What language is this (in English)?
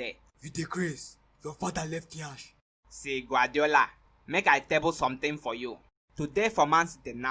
Nigerian Pidgin